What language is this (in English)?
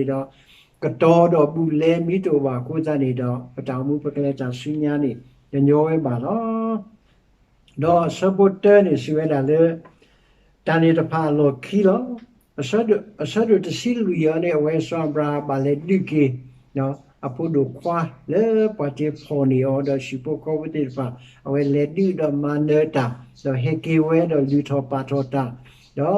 S'gaw Karen